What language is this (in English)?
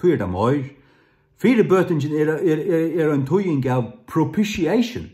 Faroese